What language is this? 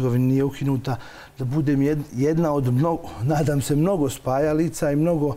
Bosnian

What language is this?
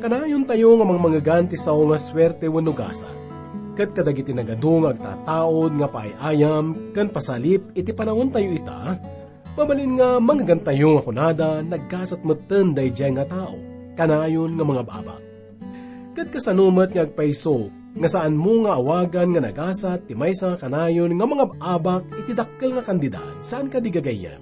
Iloko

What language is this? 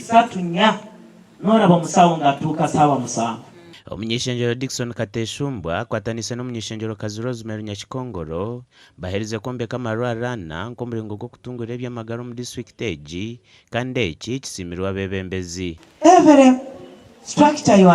Nyankole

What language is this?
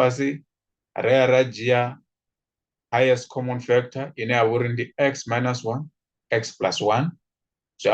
Venda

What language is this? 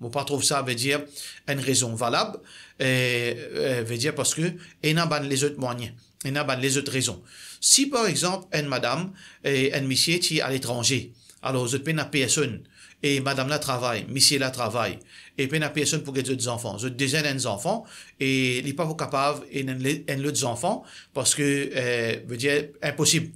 Morisyen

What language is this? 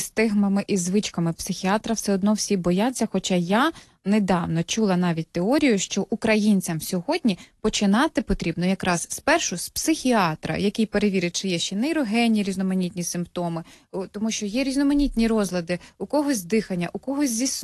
Ukrainian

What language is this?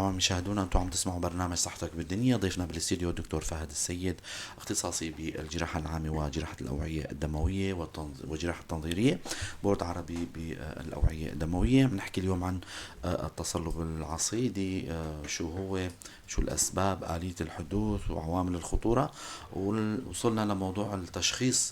North Levantine Arabic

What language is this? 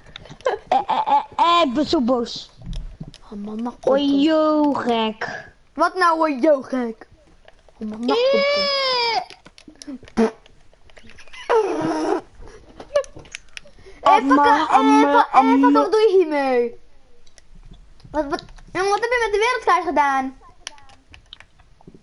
Dutch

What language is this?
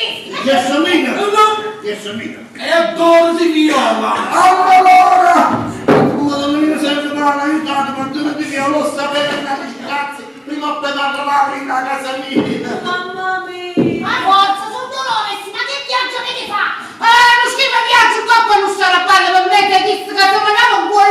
Neapolitan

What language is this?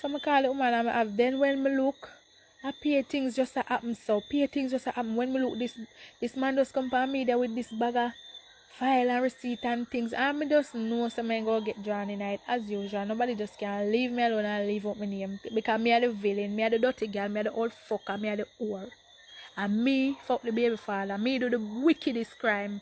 Jamaican Creole English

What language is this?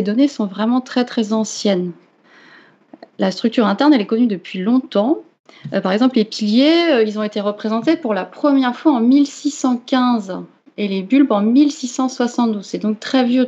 French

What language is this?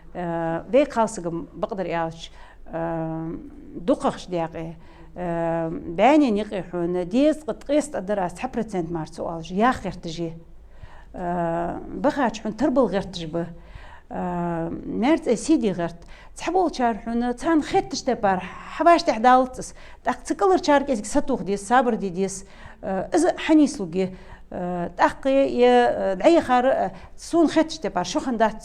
Ingush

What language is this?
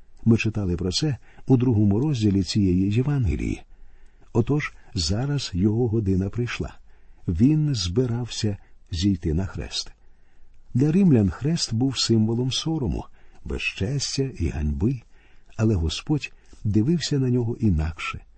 Ukrainian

